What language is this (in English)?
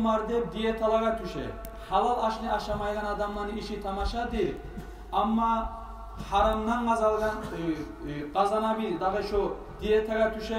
Kumyk